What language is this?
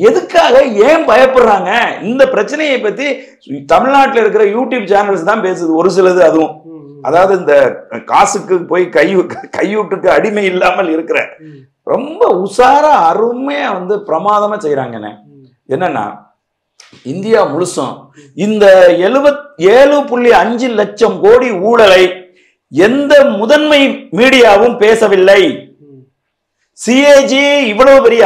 Tamil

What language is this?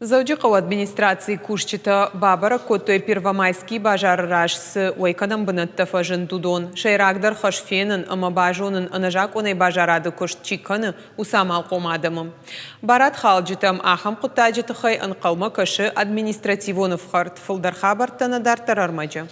Ossetic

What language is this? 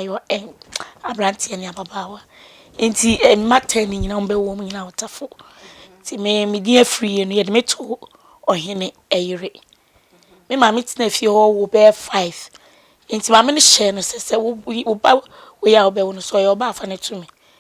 Akan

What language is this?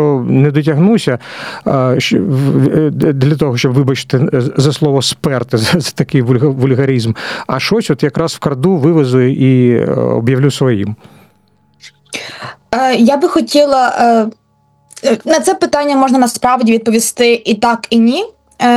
Ukrainian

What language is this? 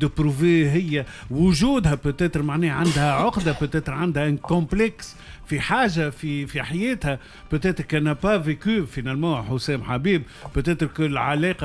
Tunisian Arabic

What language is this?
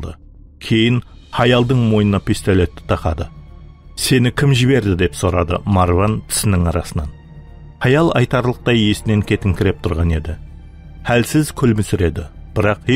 Kara-Kalpak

